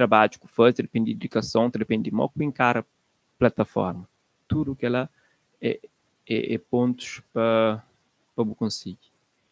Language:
Kabuverdianu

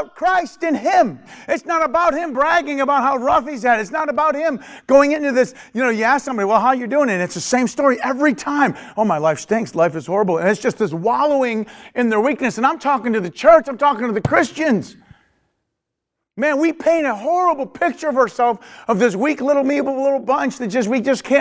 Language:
English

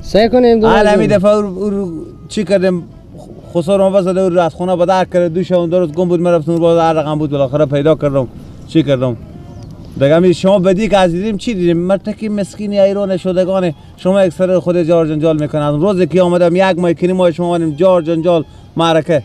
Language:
Persian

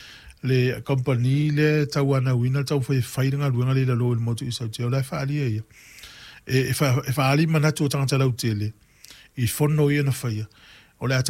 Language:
Samoan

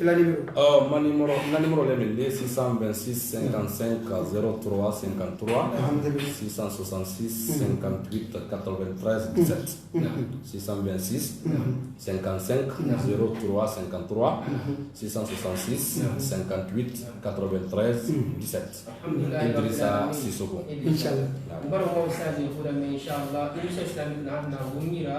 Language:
Pular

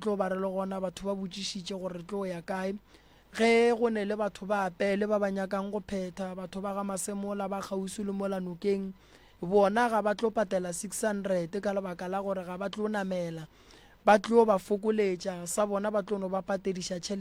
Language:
Northern Sotho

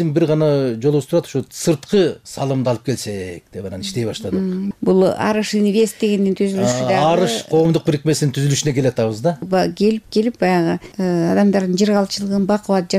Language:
Kyrgyz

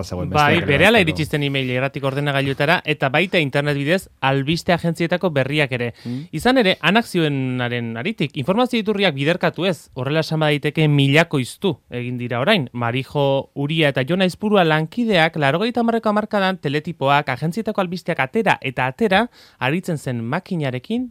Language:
Basque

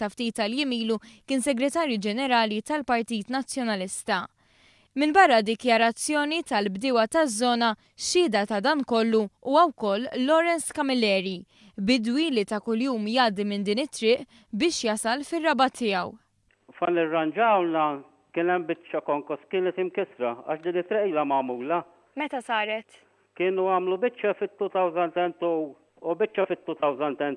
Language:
Maltese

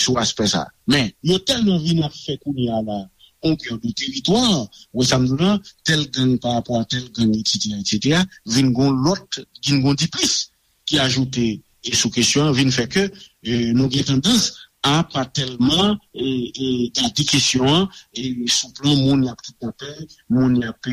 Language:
Haitian Creole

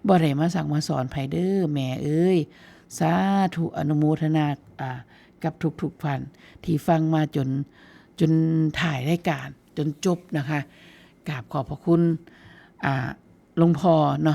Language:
Northeastern Thai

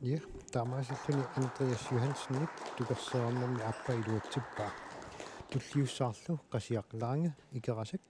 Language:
Kalaallisut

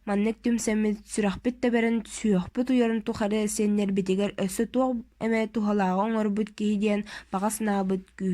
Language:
Yakut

